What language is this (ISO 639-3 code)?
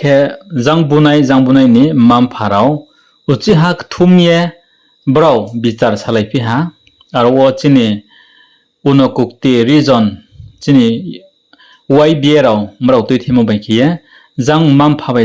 ria